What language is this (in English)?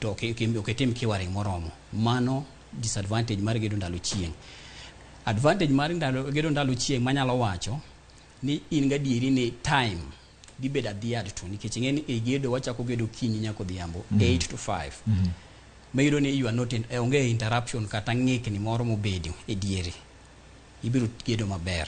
Luo (Kenya and Tanzania)